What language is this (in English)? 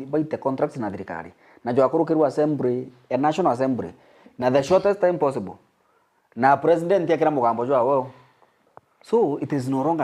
Meru